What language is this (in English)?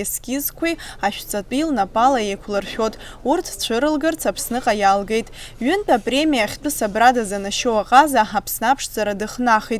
Abkhazian